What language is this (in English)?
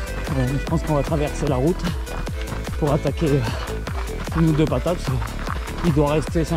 French